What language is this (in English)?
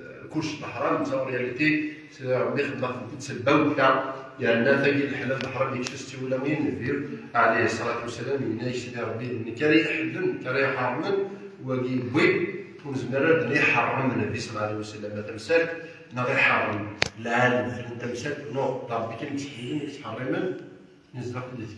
Kabyle